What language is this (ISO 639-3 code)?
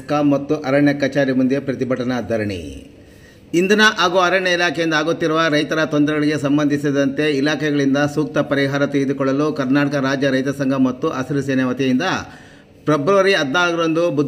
kan